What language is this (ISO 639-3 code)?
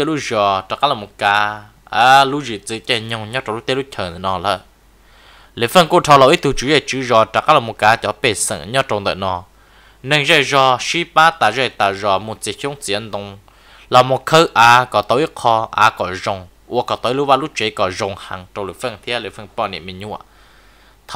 vie